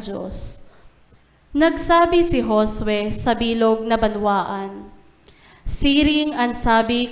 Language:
Bikol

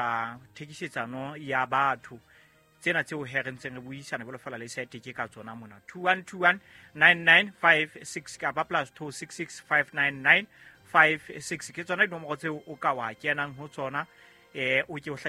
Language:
Southern Sotho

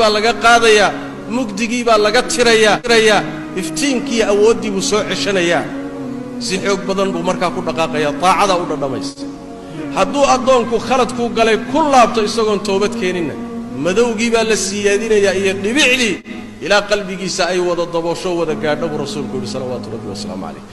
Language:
Somali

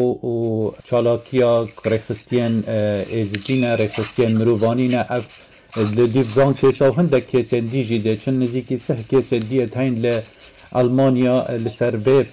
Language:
Kurdish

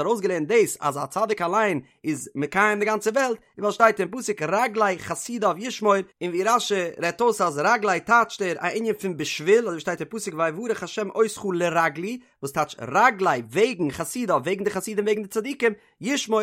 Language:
Yiddish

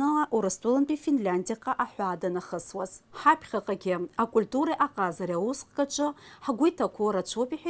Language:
Abkhazian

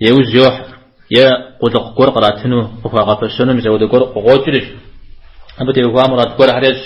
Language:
Kabardian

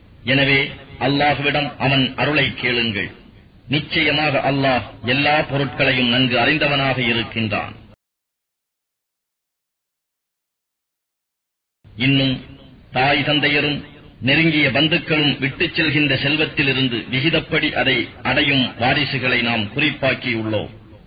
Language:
Tamil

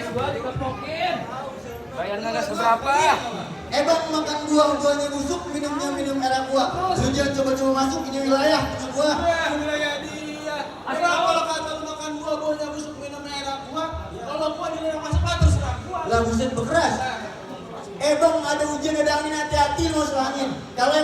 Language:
Betawi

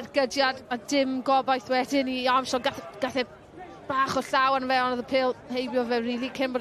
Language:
Welsh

